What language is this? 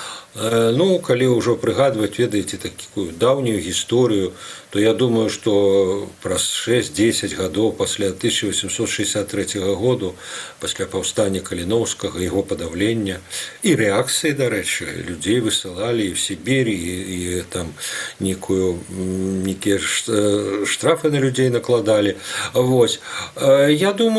Belarusian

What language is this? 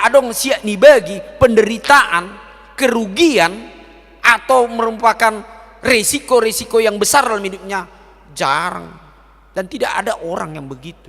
Batak Toba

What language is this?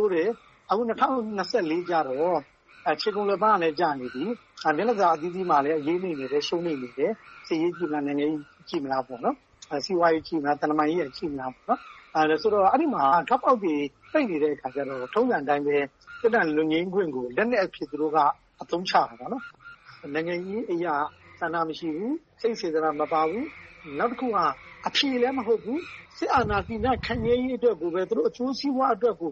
Burmese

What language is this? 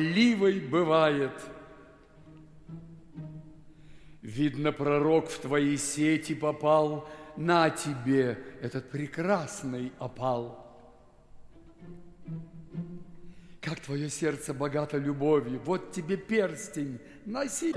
Russian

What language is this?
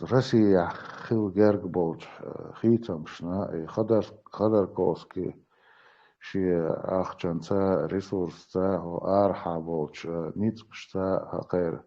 Chechen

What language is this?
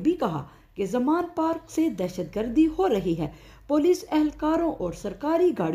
Urdu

